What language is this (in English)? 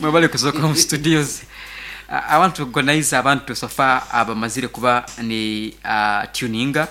Nyankole